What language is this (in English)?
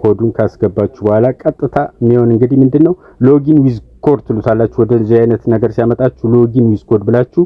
Amharic